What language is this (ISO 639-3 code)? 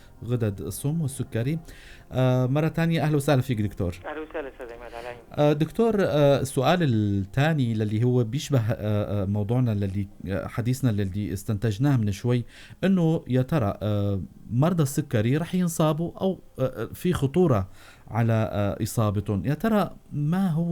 apc